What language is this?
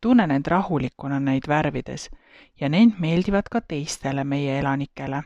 Estonian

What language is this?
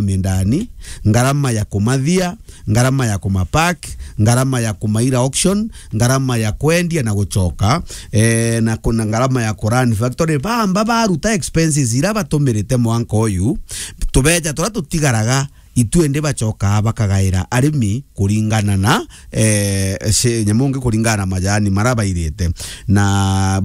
Meru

